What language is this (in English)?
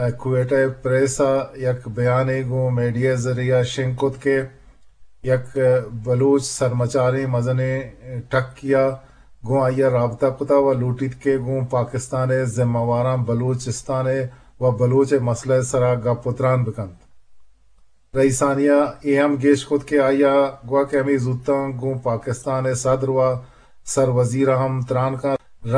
Eastern Balochi